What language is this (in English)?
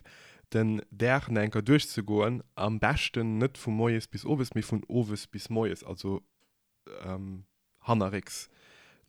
Luxembourgish